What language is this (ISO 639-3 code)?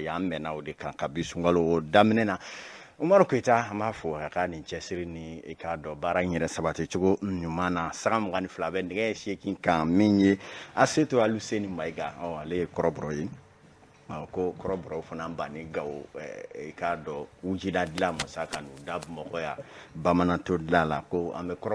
bam